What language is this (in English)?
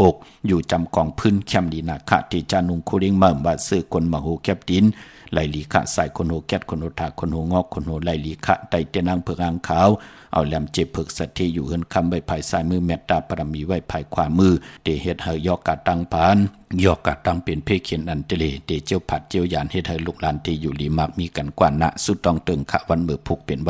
Shan